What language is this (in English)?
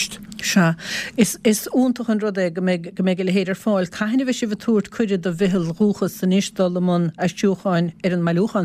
Irish